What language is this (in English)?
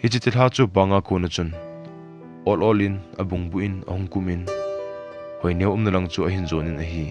Thado Chin